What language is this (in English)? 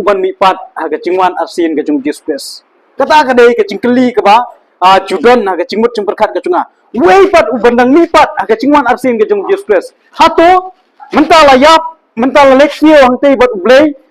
Khasi